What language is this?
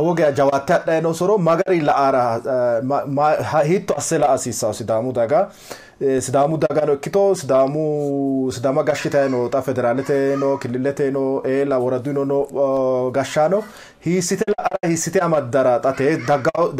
Sidamo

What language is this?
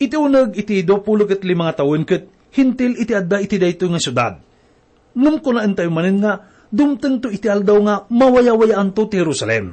Iloko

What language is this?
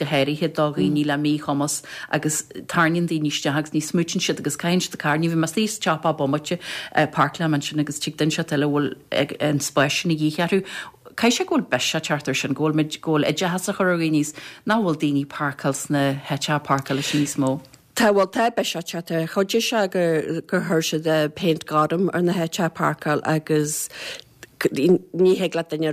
Irish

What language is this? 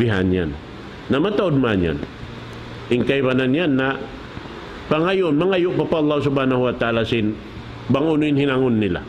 Tausug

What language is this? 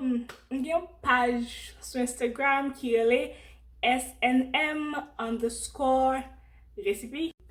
Haitian Creole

